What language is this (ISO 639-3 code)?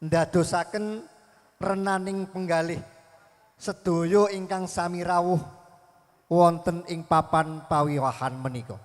jav